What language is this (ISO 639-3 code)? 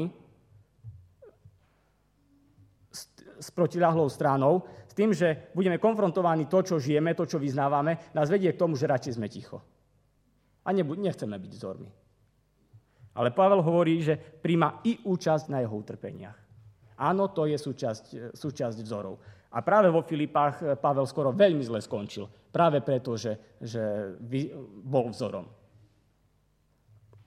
slk